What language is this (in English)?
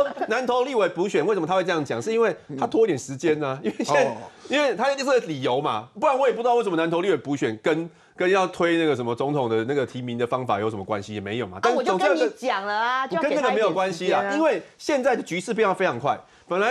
Chinese